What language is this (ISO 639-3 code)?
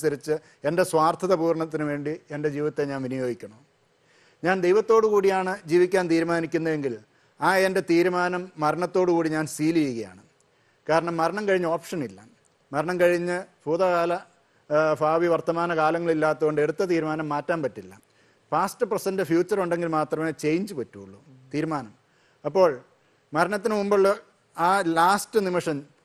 mal